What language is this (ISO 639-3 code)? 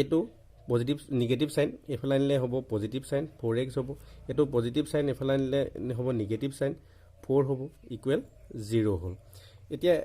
asm